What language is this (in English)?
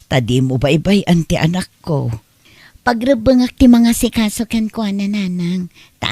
Iloko